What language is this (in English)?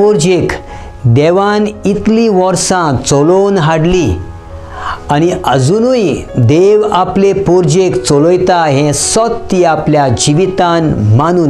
Konkani